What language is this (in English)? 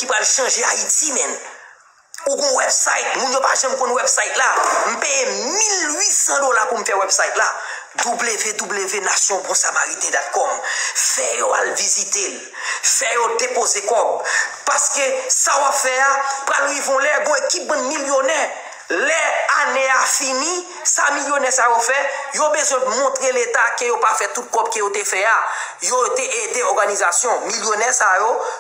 Haitian Creole